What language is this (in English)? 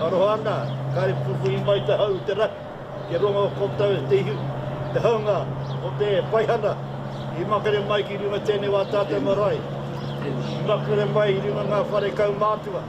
Māori